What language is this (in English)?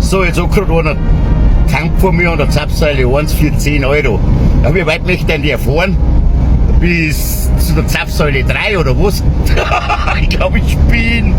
Bavarian